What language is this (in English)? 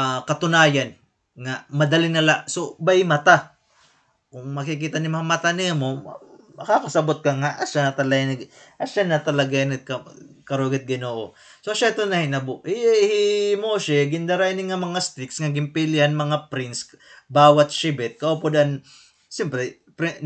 Waray